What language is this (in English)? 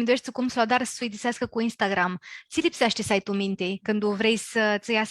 Aromanian